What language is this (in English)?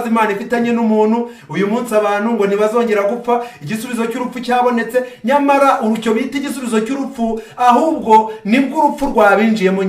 Kinyarwanda